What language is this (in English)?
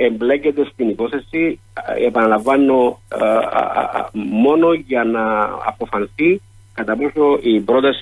Greek